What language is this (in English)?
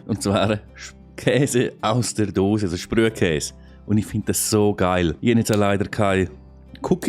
Swiss German